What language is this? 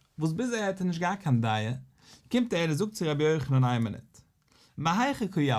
Yiddish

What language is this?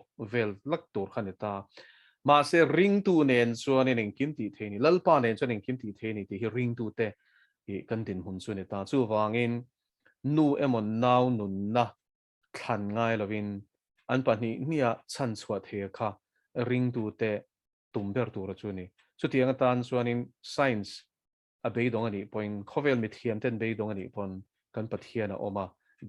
Mizo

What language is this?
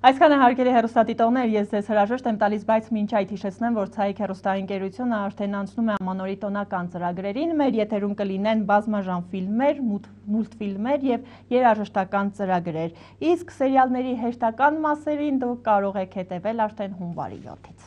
Armenian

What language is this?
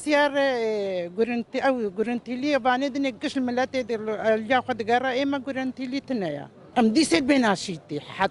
Kurdish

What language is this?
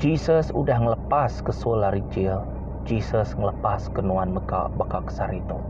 Iban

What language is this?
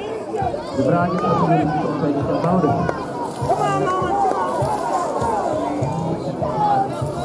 Dutch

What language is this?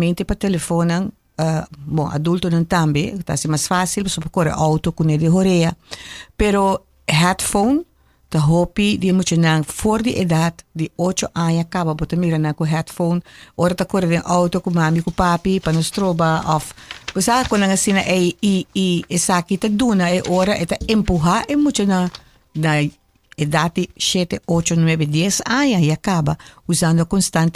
Papiamento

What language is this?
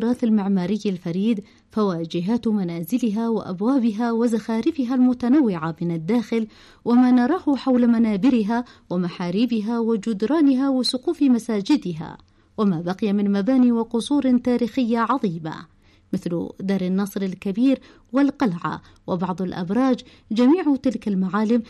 Arabic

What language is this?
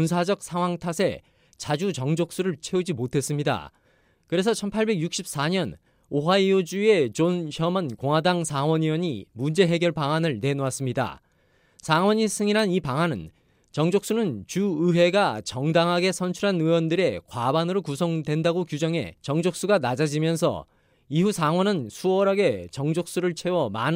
Korean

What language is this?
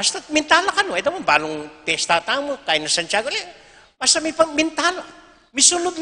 Pampanga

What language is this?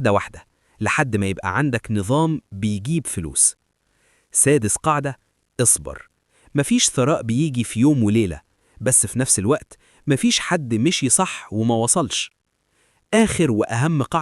Egyptian Arabic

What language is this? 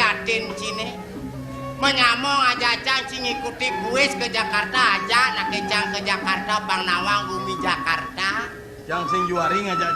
Balinese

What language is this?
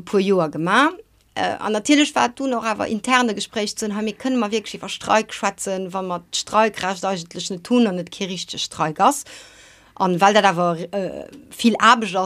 Luxembourgish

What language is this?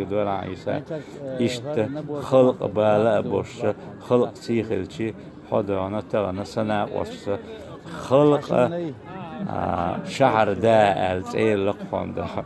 Chechen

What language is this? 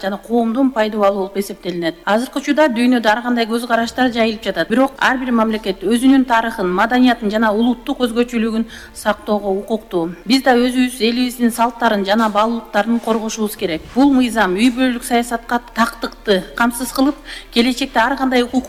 Kyrgyz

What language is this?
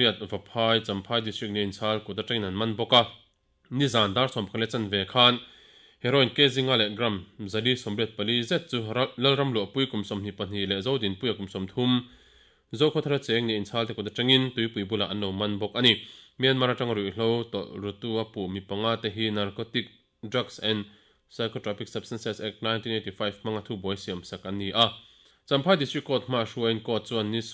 Mizo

